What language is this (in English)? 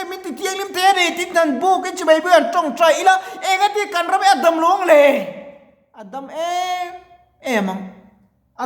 Mizo